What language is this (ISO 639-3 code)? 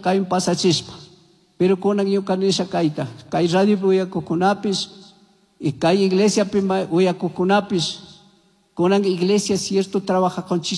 qug